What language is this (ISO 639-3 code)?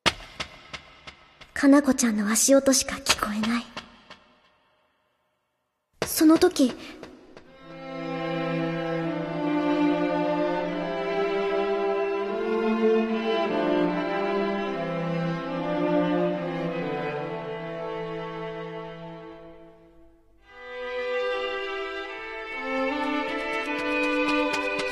jpn